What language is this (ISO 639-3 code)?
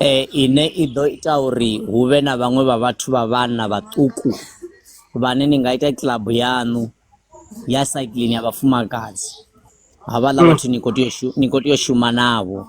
ven